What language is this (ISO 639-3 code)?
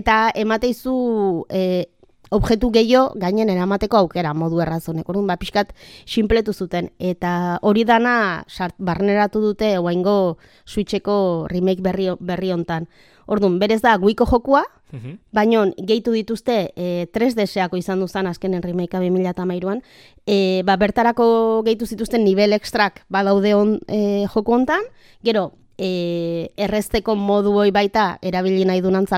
eus